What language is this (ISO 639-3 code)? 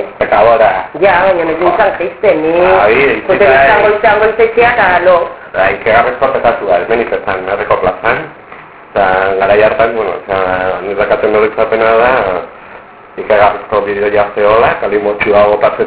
eus